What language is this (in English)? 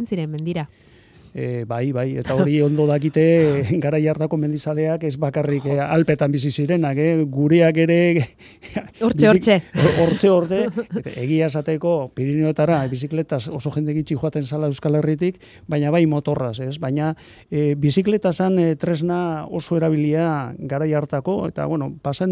Basque